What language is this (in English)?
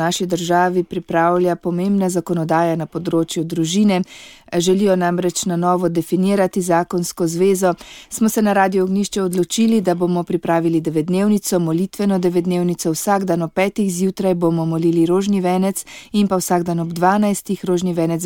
Slovenian